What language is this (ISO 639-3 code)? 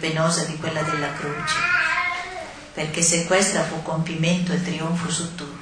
ita